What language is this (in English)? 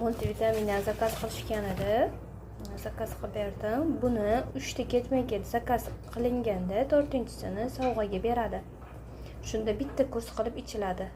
Uzbek